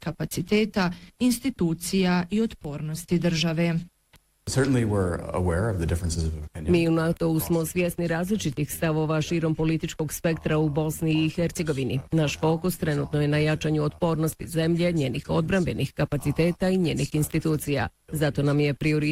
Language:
Bosnian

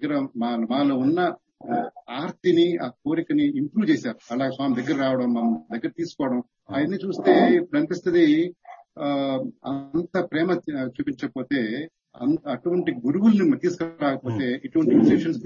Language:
Telugu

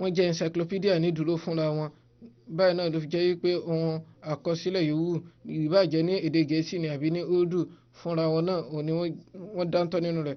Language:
Yoruba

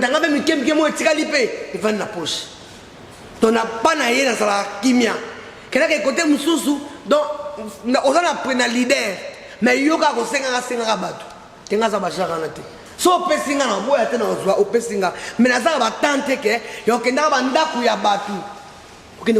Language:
Lingala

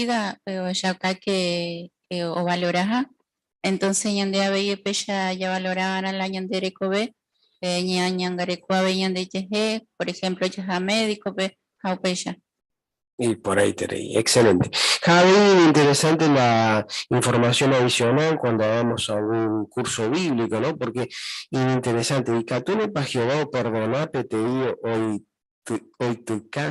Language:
Guarani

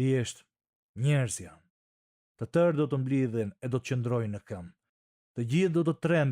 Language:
Albanian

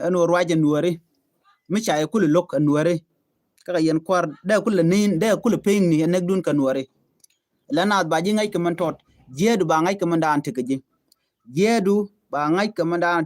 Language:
Nuer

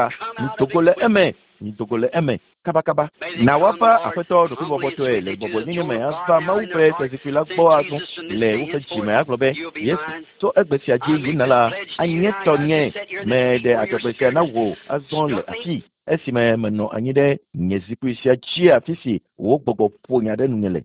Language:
Ewe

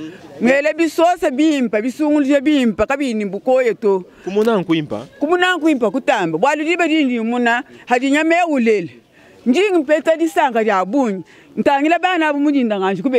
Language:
Luba-Lulua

